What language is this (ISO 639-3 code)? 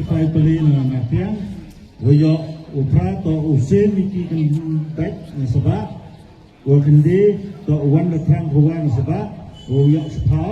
kha